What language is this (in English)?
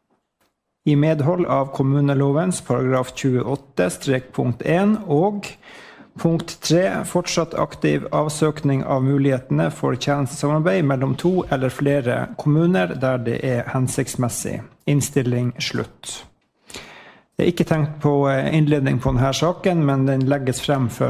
Norwegian